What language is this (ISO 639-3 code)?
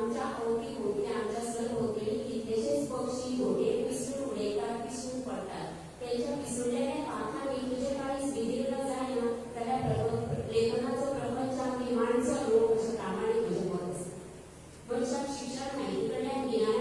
kok